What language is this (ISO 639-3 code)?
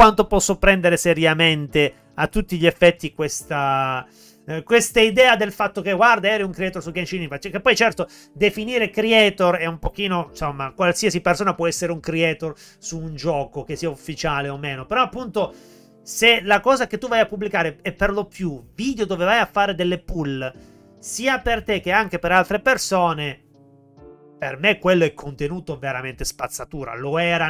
ita